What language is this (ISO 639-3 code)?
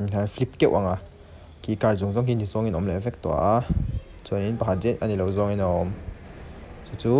lus